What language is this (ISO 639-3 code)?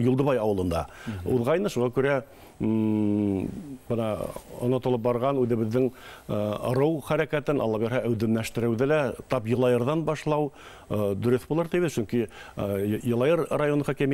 bak